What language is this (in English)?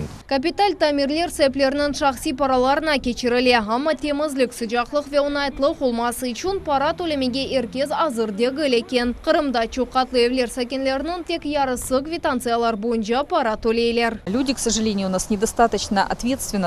Crimean Tatar